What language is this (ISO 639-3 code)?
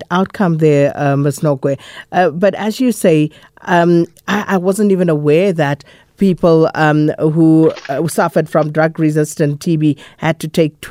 eng